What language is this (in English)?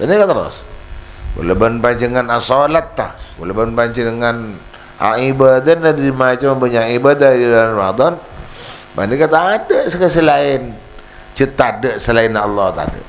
Madurese